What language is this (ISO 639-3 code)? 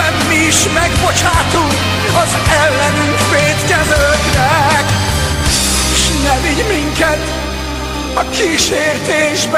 hun